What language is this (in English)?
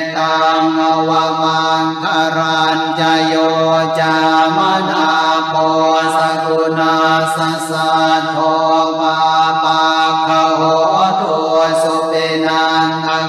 Pali